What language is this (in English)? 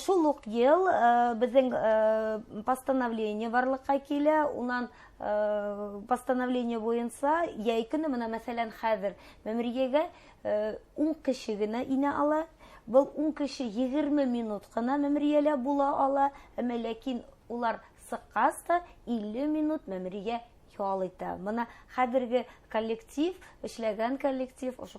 Bashkir